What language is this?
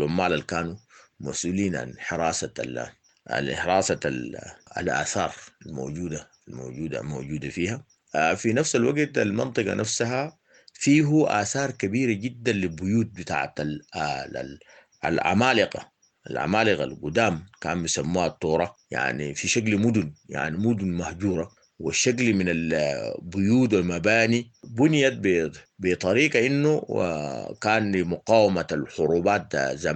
Sudanese Arabic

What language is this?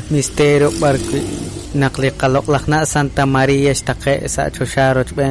Kekchí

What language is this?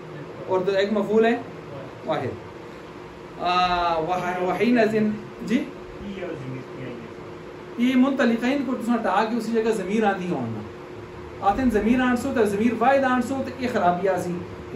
Urdu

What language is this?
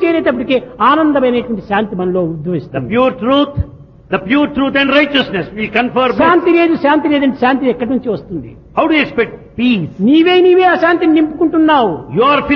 Telugu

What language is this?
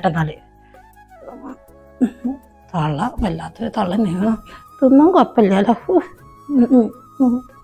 Malayalam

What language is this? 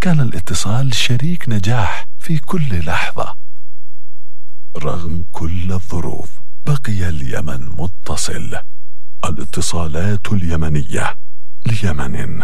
Arabic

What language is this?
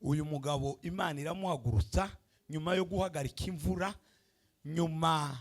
Rundi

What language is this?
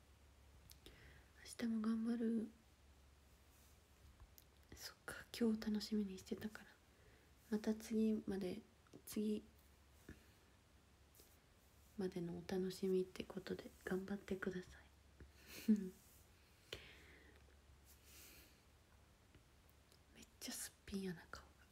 Japanese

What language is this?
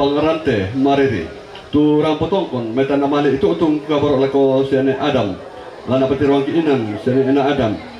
Toraja-Sa'dan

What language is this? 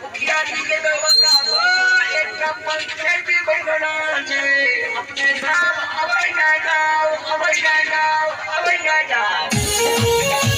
Maithili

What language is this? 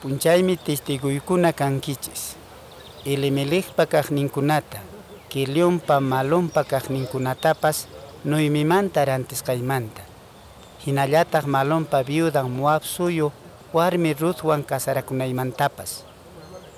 Quechua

